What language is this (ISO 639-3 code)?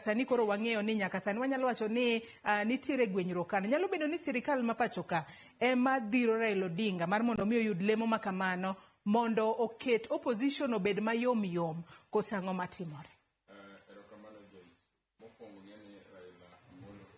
luo